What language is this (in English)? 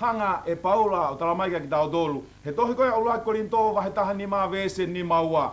Tongan